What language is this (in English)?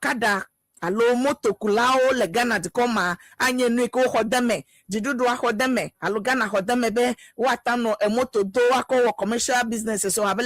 Ewe